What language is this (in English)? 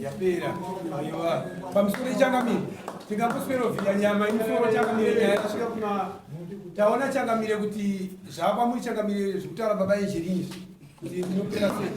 Shona